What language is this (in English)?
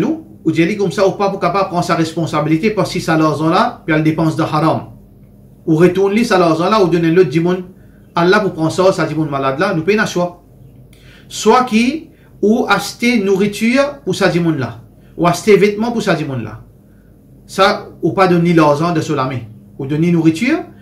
Morisyen